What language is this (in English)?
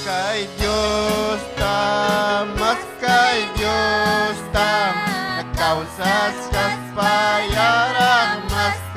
Ayacucho Quechua